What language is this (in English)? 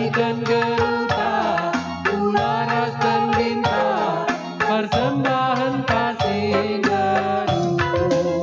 Batak Karo